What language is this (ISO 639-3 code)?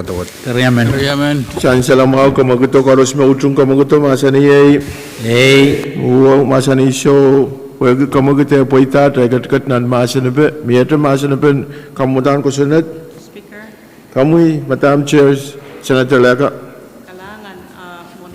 pon